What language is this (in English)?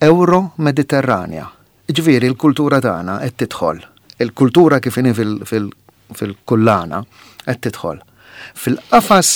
Maltese